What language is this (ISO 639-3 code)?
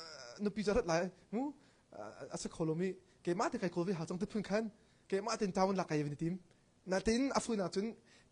cnh